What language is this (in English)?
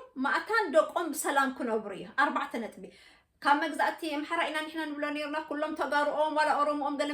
Tigrinya